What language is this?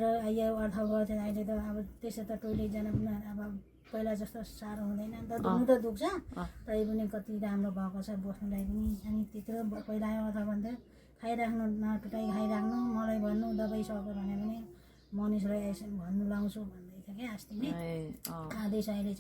Nepali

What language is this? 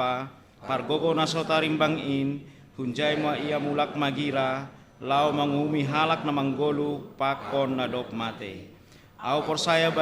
Batak Simalungun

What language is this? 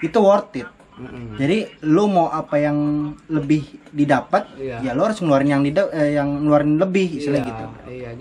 Indonesian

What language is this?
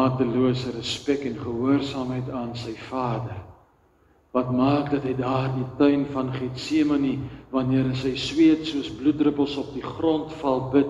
Afrikaans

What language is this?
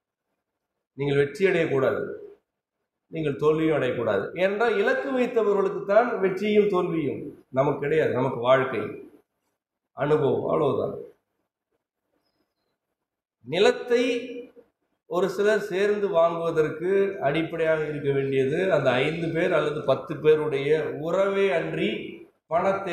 Tamil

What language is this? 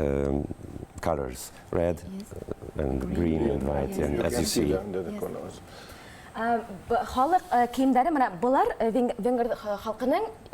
Bashkir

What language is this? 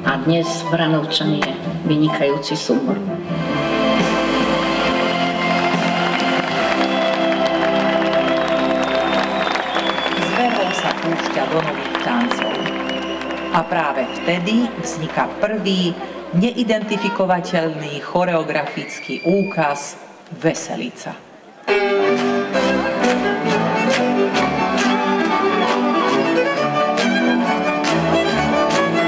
Slovak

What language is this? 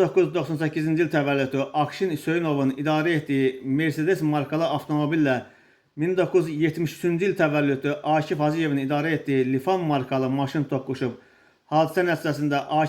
Azerbaijani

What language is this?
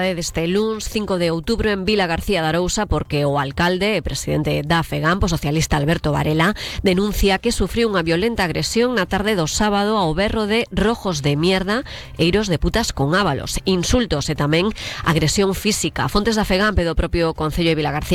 Galician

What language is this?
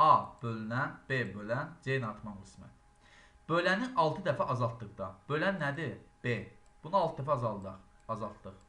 Azerbaijani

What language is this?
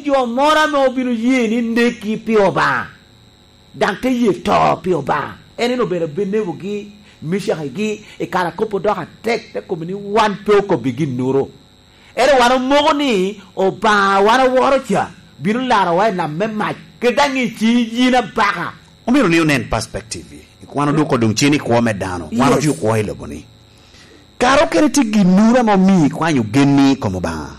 Lango (Uganda)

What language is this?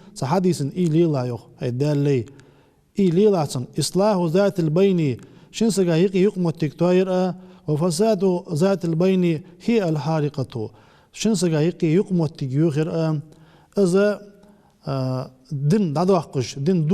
Ingush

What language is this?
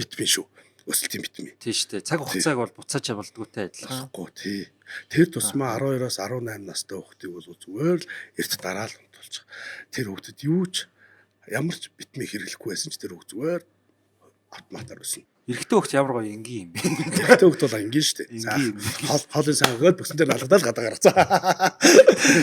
Mongolian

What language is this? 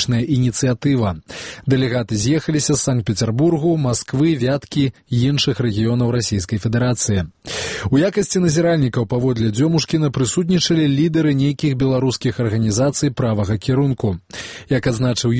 Belarusian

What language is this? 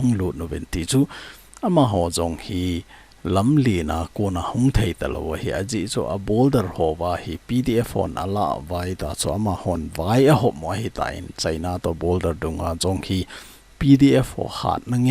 Thado Chin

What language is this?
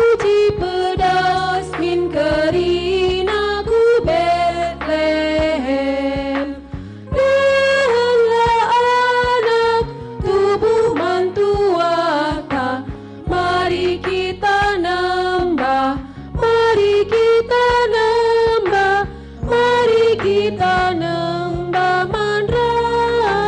Batak Karo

